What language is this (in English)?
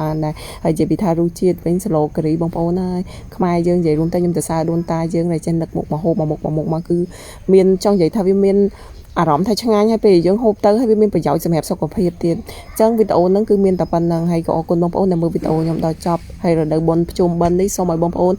Khmer